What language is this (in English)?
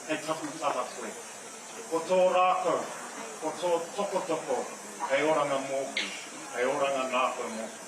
Māori